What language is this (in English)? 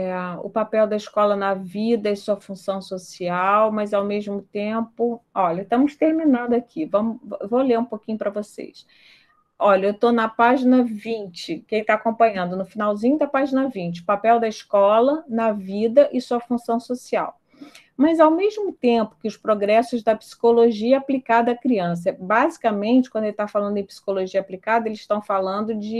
Portuguese